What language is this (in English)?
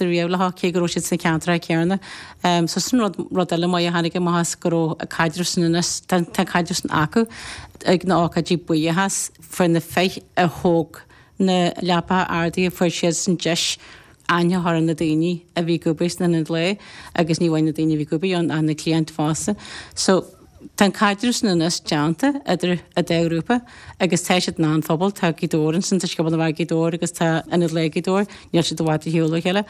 Irish